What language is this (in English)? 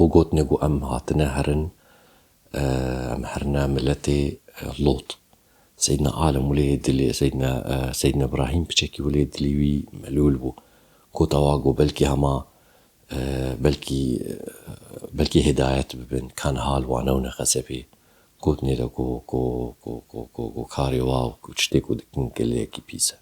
Kurdish